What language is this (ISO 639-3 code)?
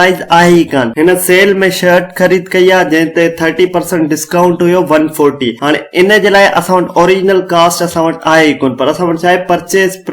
snd